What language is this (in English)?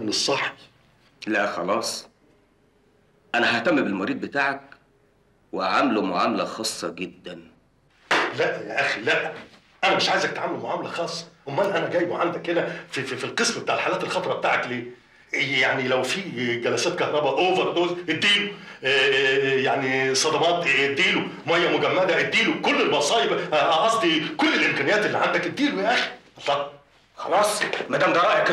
Egyptian Arabic